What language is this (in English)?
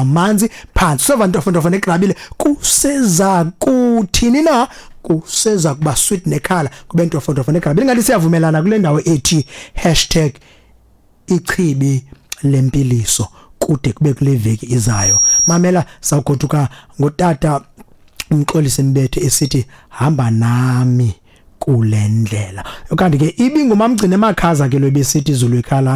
Xhosa